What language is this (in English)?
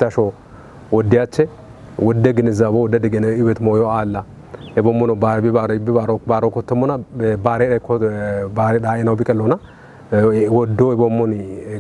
Kafa